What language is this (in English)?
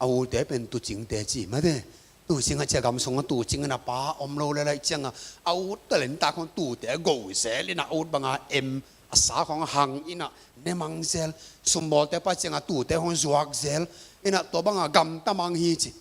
Tedim Chin